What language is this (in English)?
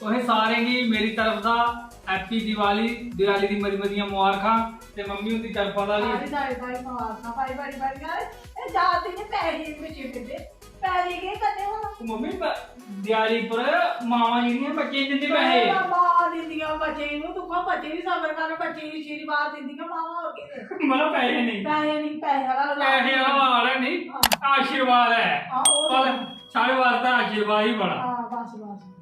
Dogri